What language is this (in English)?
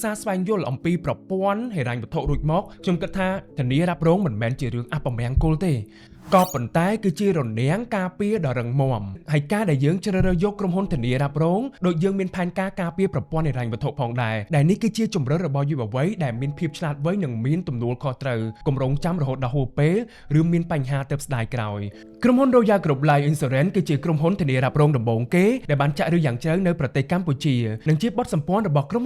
Khmer